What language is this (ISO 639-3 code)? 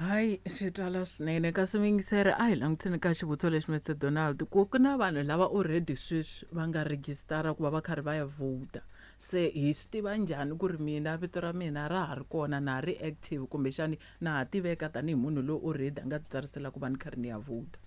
tso